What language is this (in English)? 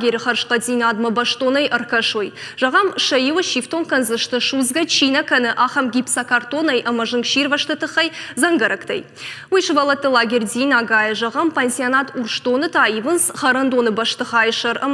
Ossetic